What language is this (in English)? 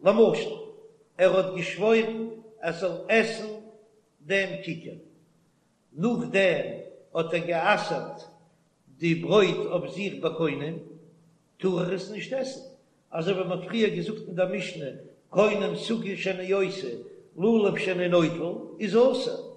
Yiddish